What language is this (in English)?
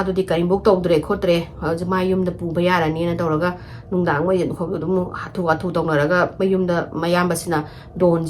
Manipuri